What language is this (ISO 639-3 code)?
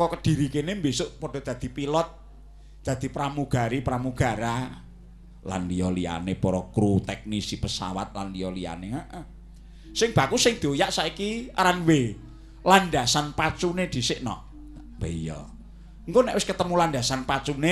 jav